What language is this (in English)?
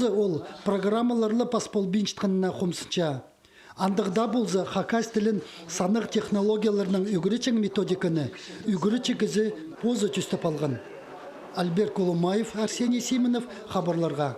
Khakas